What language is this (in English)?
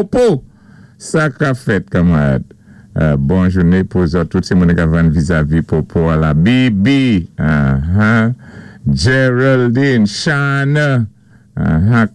Saint Lucian Creole French